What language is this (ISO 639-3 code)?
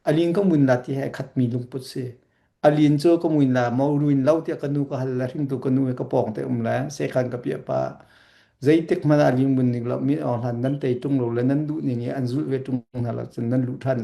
cnh